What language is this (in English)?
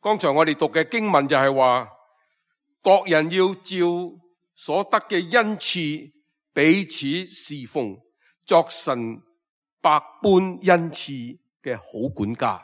Cantonese